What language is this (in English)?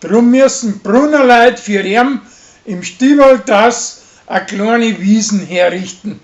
Bavarian